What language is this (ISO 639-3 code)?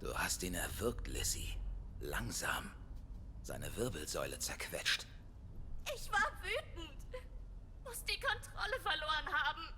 gsw